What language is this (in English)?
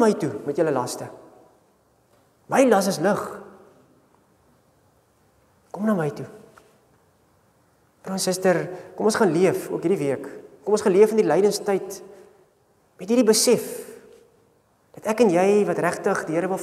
Afrikaans